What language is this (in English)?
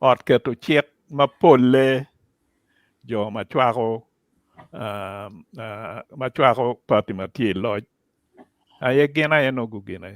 Acoli